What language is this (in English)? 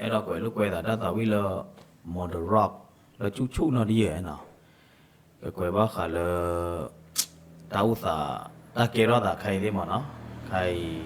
S'gaw Karen